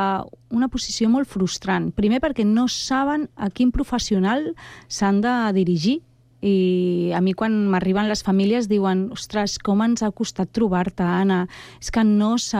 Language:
Catalan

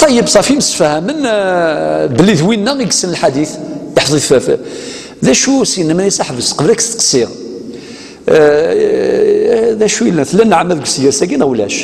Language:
Kabyle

